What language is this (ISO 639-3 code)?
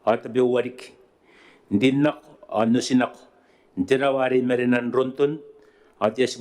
gil